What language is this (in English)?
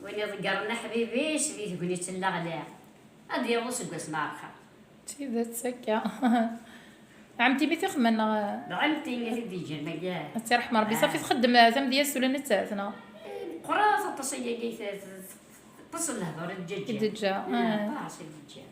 Kabyle